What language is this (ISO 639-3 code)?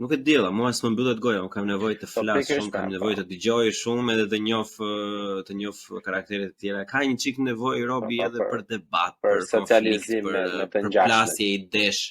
sqi